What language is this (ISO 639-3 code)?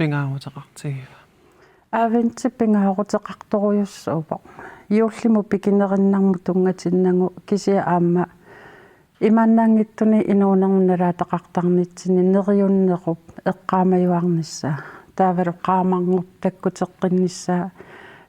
kal